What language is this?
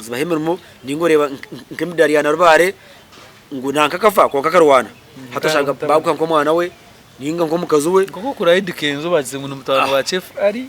Nyankole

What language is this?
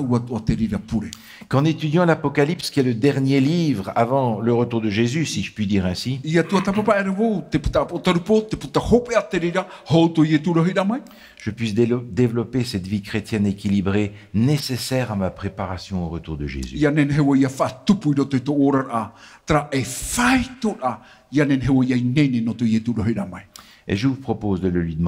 Tahitian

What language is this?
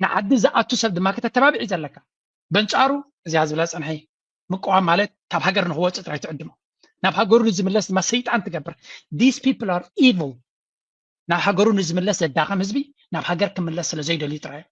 Tigrinya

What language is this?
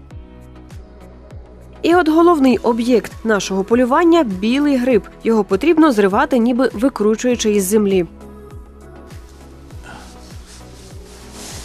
Ukrainian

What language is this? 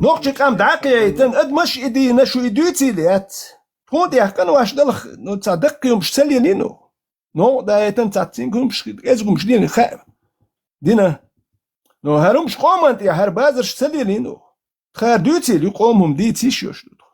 Chechen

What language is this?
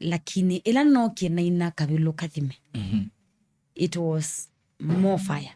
Kamba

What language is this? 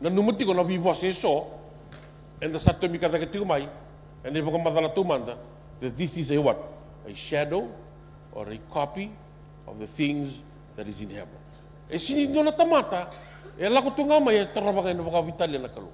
Fijian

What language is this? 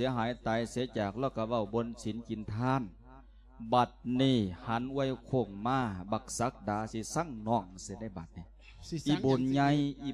Lao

